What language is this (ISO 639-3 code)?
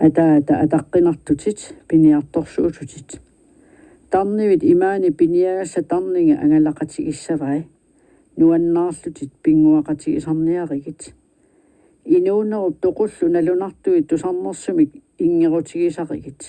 kal